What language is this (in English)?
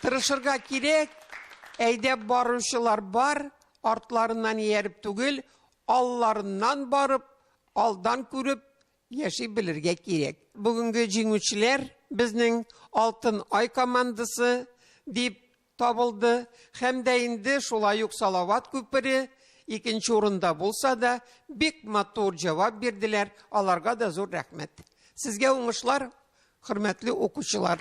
Tatar